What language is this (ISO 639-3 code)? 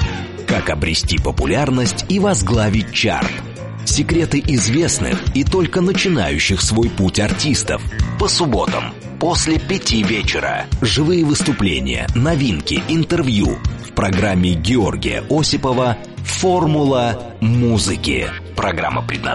rus